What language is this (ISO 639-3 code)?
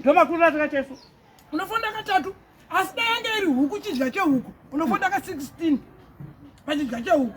sna